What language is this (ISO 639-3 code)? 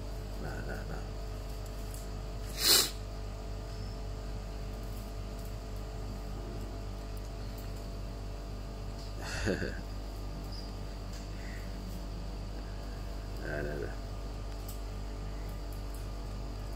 msa